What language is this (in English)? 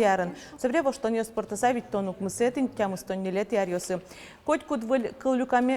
Udmurt